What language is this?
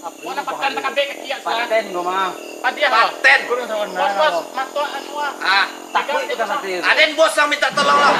Minangkabau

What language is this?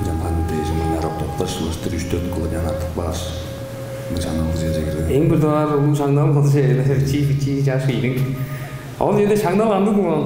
Tuvinian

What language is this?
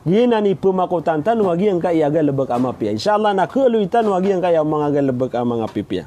Maranao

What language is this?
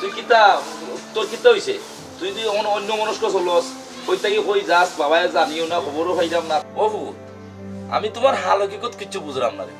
Sylheti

